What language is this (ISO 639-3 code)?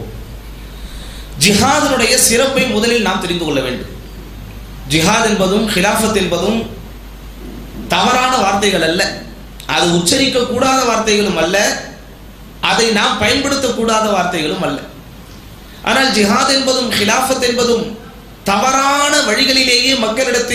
tam